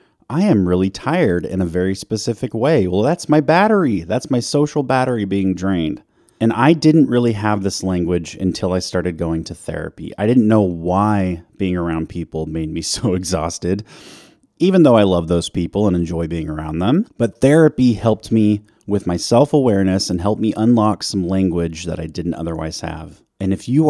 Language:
English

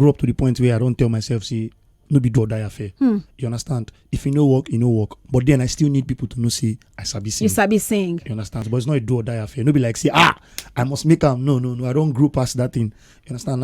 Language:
Nigerian Pidgin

